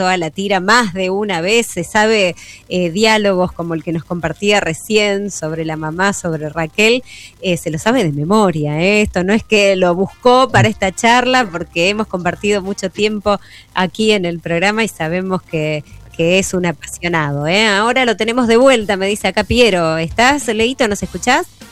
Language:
Spanish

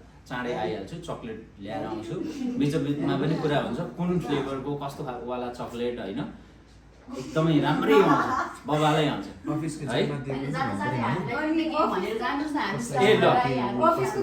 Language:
Nepali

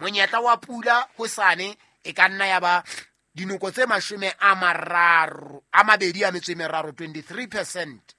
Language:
Southern Sotho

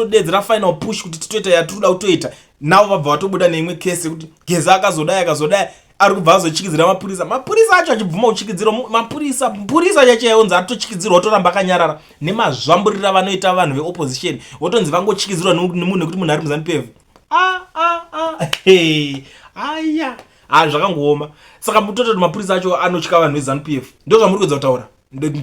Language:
Shona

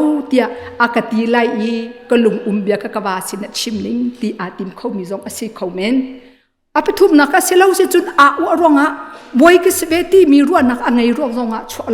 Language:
Hakha Chin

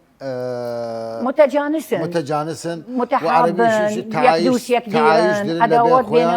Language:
Southern Kurdish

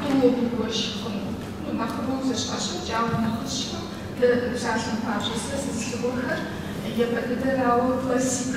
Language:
Kabardian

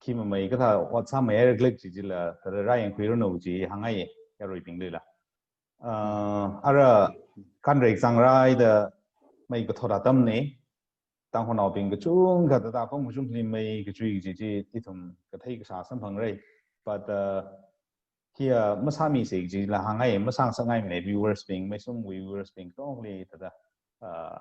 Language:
Tangkhul Naga (India)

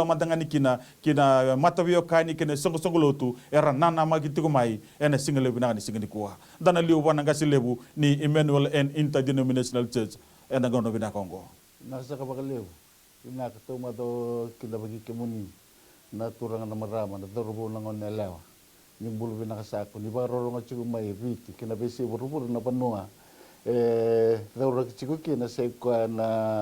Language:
Fijian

